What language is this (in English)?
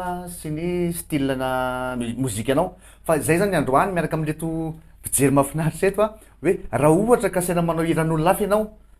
Malagasy